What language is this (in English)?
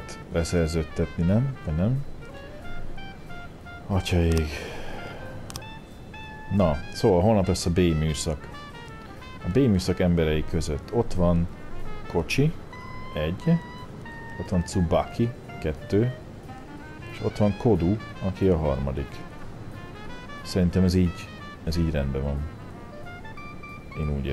Hungarian